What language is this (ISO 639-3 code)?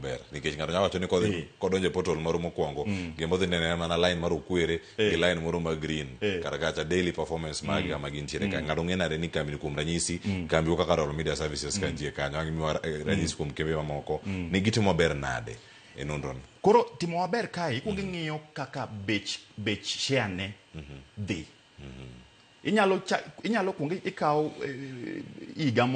luo